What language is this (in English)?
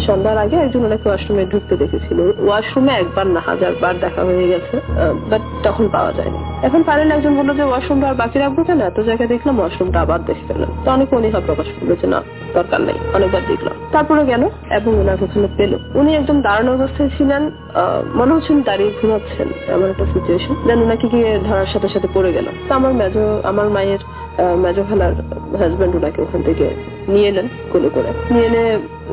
Bangla